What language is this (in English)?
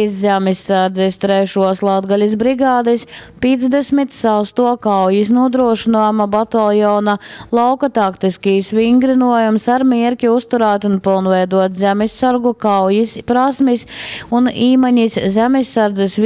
Latgalian